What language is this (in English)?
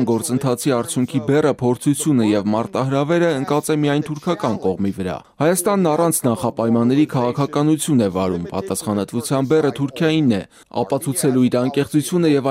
Armenian